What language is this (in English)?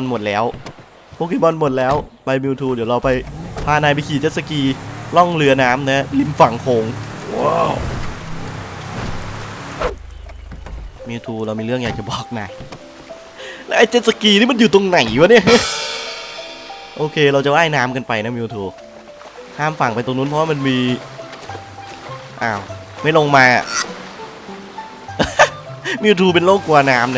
Thai